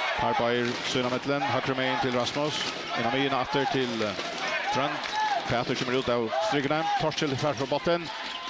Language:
Faroese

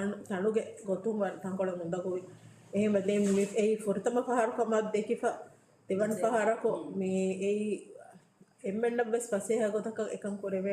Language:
Divehi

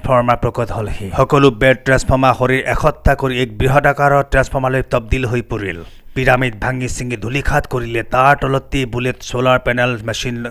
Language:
Assamese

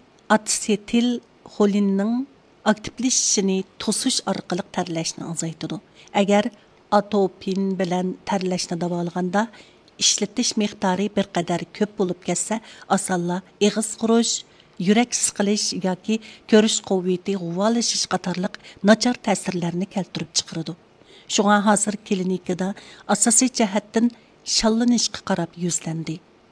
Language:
Uyghur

